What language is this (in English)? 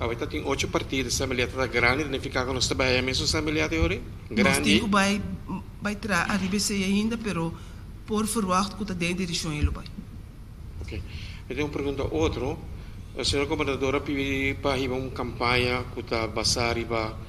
Papiamento